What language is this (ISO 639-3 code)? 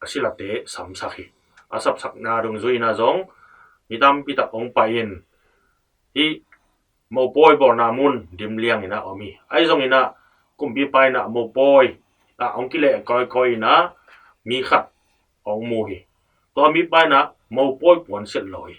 ctd